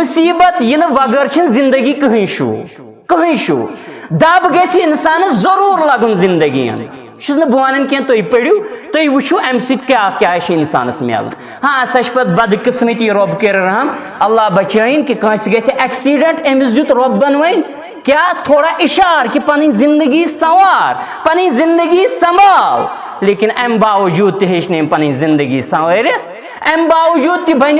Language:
Kashmiri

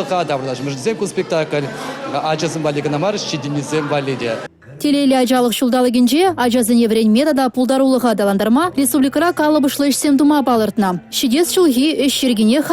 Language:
Chuvash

